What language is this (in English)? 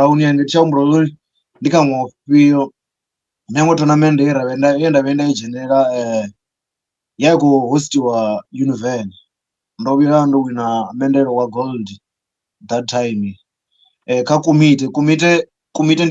Venda